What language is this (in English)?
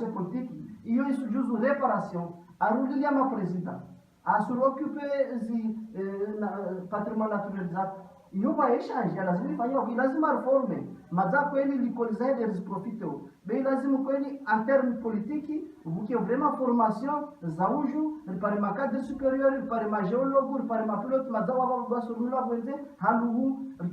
Ngazidja Comorian